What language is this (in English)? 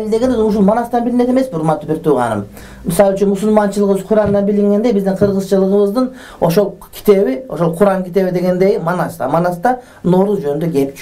Kyrgyz